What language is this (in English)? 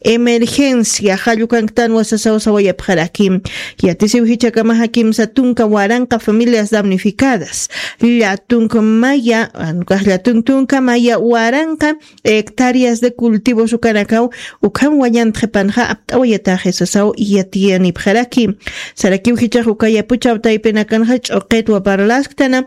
Aymara